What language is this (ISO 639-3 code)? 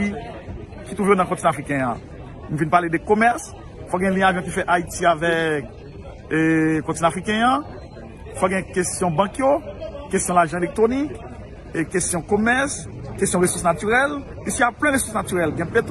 hat